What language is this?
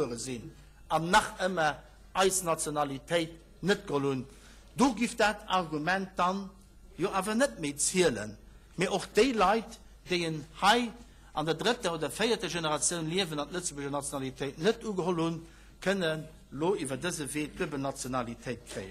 Luxembourgish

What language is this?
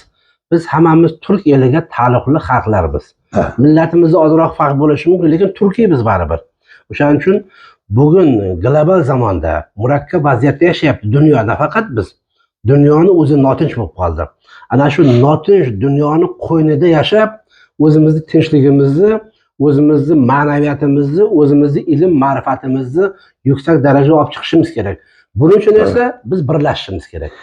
Uzbek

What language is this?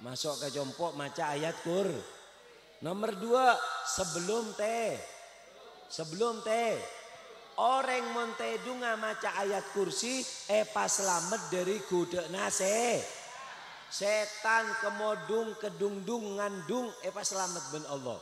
Madurese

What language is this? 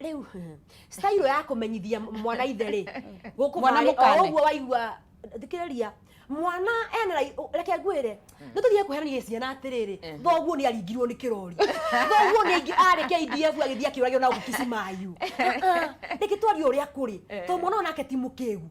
Kikuyu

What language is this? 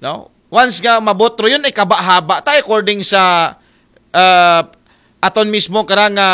Aklanon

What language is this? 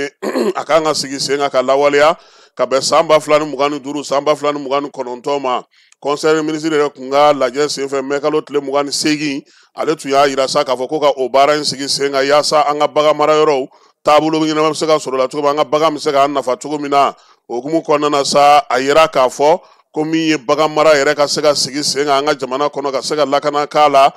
Bambara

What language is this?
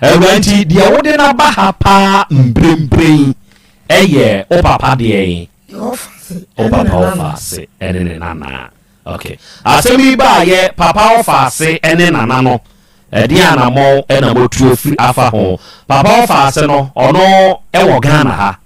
Akan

